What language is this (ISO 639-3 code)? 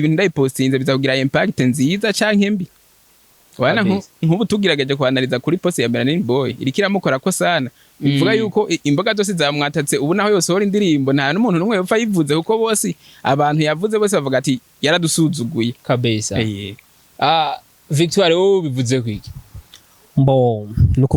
run